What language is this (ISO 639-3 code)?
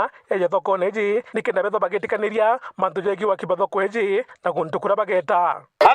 mer